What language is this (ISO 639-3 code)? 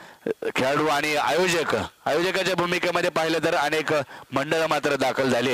mar